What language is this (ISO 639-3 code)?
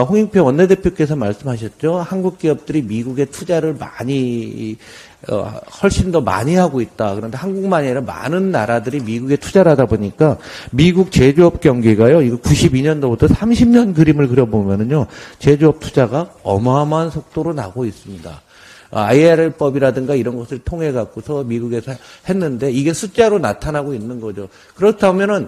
kor